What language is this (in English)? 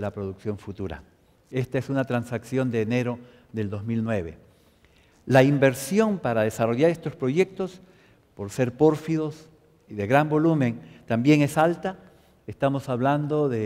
Spanish